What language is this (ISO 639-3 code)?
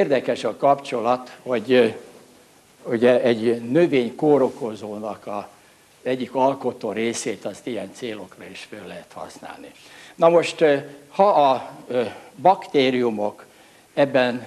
hun